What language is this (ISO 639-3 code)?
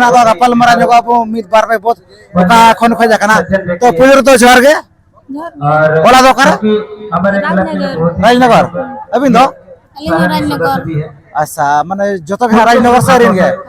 sat